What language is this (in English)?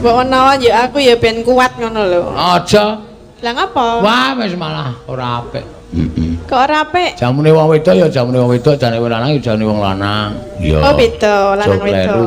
Javanese